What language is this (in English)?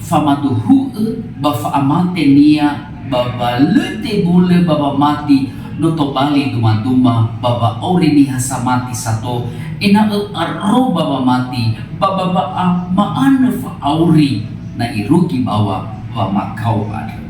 Nias